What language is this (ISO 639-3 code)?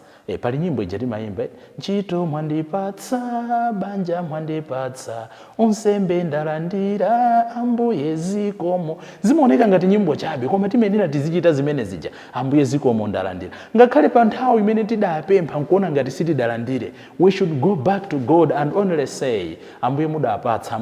nya